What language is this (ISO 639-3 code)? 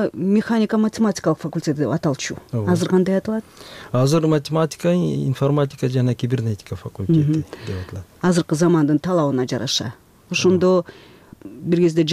kir